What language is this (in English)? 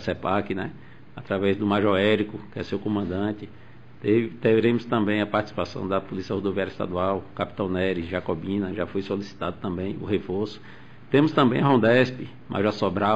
Portuguese